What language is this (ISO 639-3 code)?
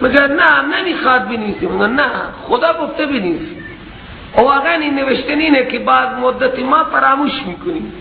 fas